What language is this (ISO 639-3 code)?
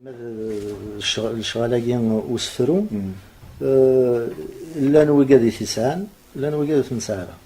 kab